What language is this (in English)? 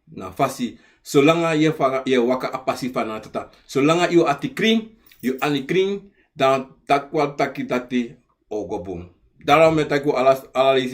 Sranan Tongo